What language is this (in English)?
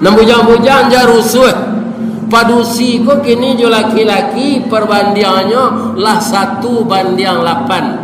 Minangkabau